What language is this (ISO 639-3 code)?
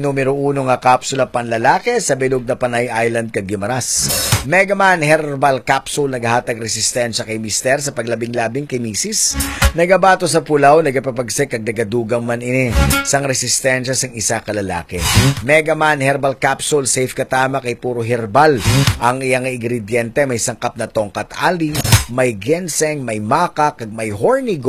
hil